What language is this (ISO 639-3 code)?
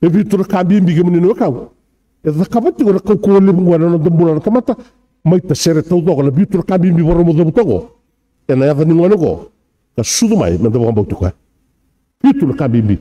fij